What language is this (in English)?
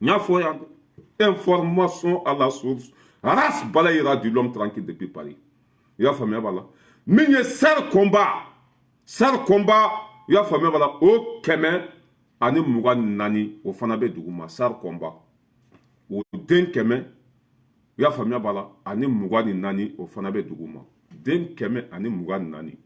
Bambara